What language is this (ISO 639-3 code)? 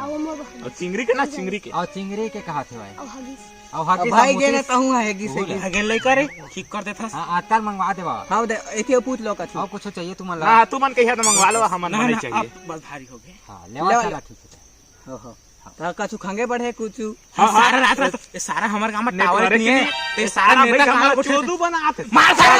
hne